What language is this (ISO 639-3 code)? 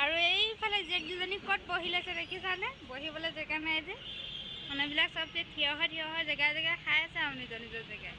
asm